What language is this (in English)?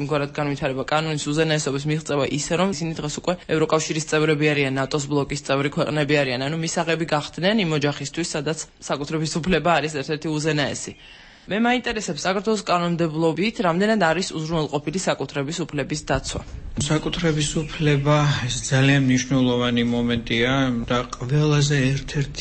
Georgian